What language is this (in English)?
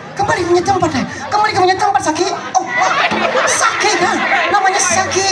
Banjar